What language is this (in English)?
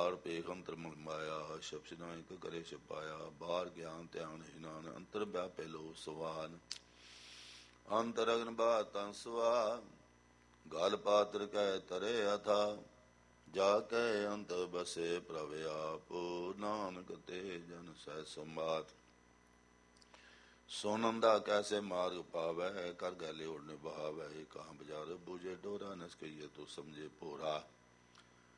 Punjabi